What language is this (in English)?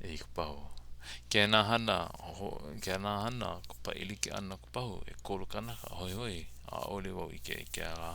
Hawaiian